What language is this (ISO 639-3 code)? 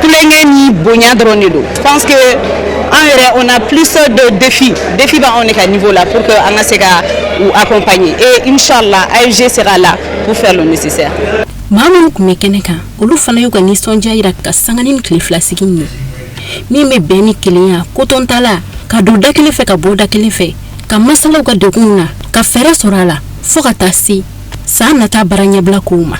bam